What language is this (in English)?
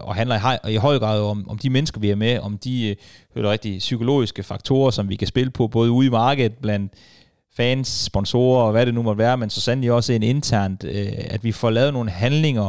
Danish